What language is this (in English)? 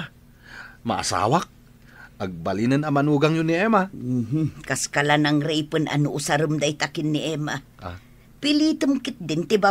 Iloko